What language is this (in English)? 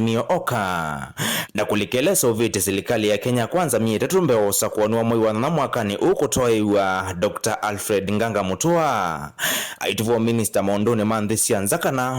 Kamba